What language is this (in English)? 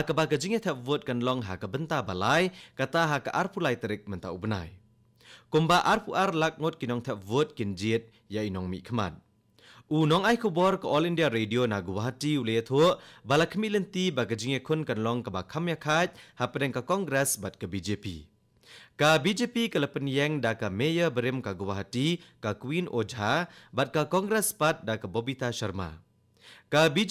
Khasi